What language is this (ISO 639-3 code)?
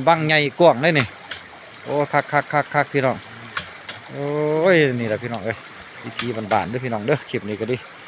lao